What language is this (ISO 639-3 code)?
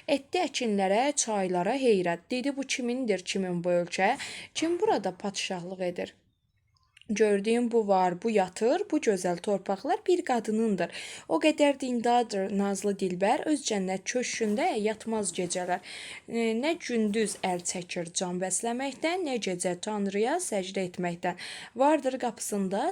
aze